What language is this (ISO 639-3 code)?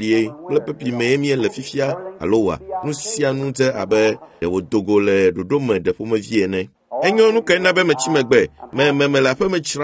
ewe